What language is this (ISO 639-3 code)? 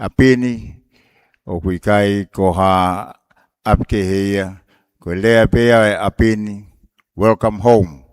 ton